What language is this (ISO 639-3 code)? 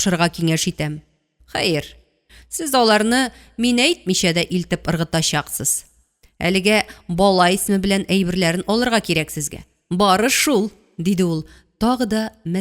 tat